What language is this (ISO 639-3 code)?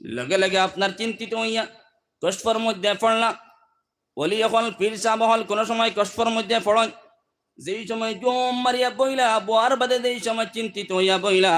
syl